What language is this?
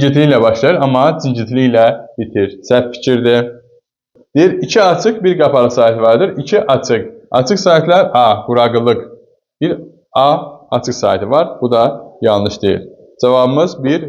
Azerbaijani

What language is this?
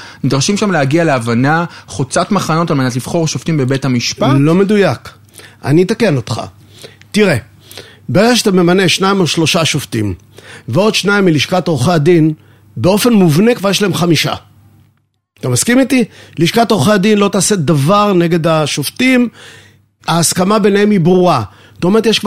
Hebrew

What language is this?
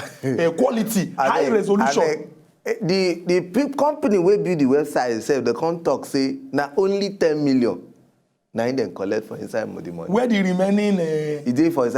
Nigerian Pidgin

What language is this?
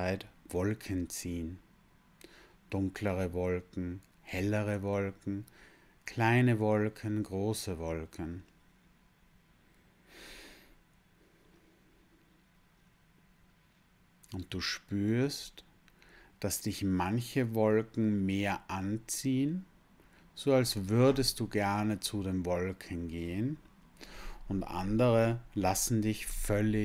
German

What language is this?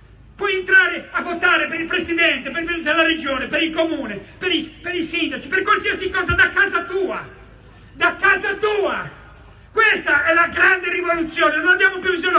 Italian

